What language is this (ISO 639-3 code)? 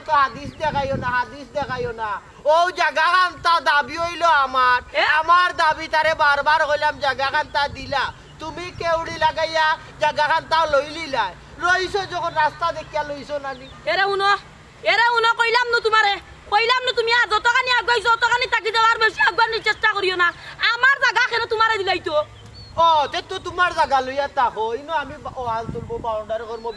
syl